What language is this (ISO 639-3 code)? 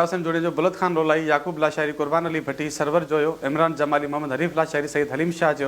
snd